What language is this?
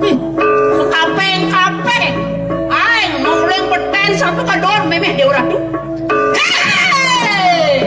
Balinese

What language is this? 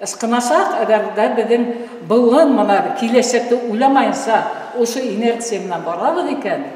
Bashkir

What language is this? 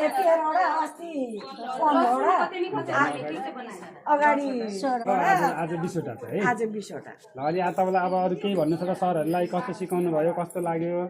Nepali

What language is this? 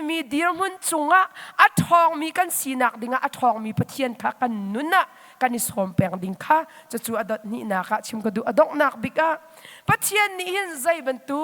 Hakha Chin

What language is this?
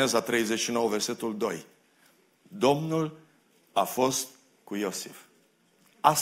Romanian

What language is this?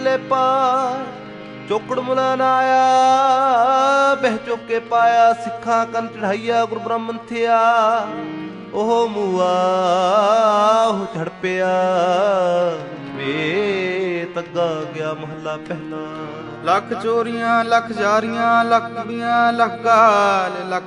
Punjabi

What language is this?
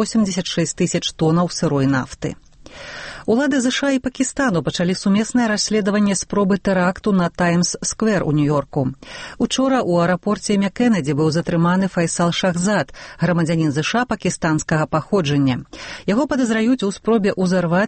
Belarusian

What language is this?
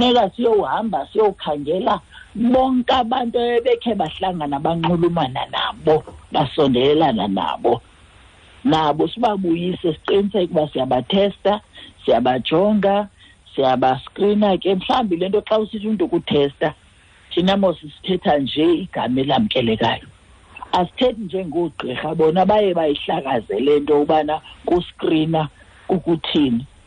Xhosa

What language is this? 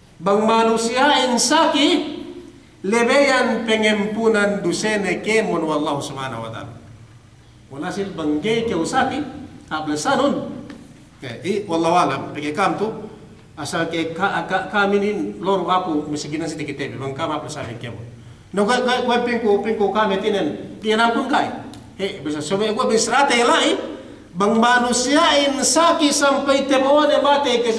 Yakan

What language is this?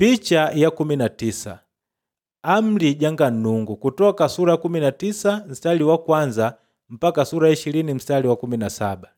Makonde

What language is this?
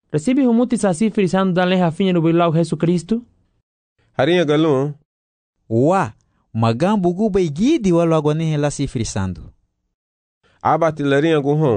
Garifuna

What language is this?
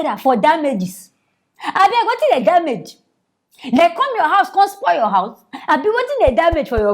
Nigerian Pidgin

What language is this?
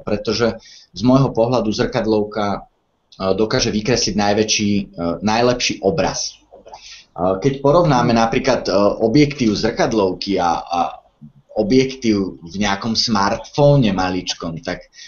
Slovak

